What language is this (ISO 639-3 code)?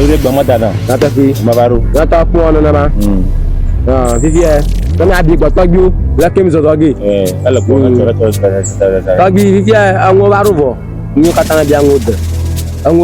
ewe